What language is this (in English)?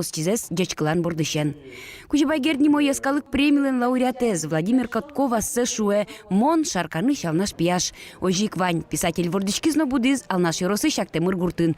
Udmurt